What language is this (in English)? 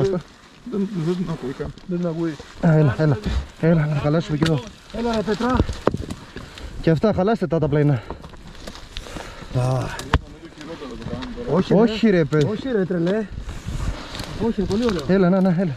Greek